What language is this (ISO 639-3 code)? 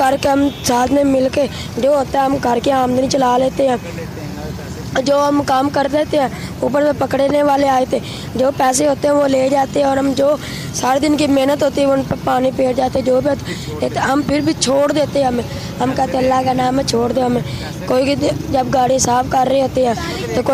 urd